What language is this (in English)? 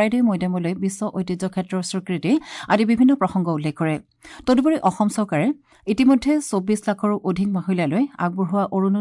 Assamese